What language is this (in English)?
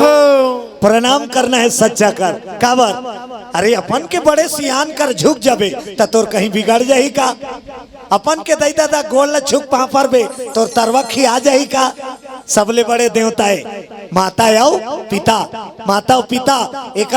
Chhattisgarhi